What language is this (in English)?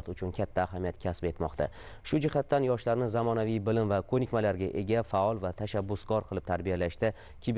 Uzbek